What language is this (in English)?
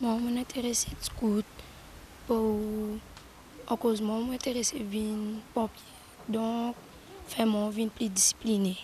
Morisyen